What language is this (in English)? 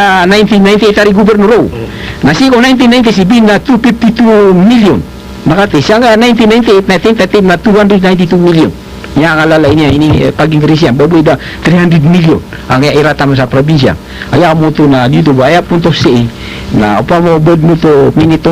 Maranao